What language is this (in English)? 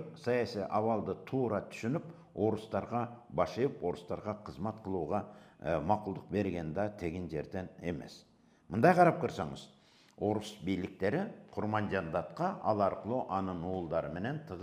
Kyrgyz